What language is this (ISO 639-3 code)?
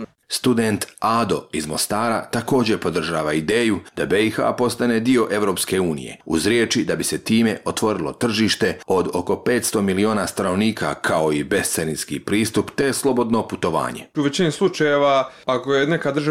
bos